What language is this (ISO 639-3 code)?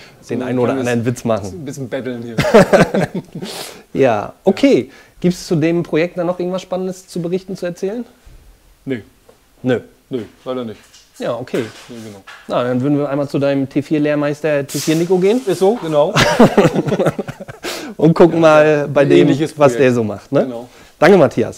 deu